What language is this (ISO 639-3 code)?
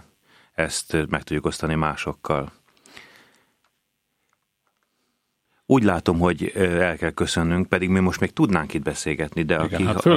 hun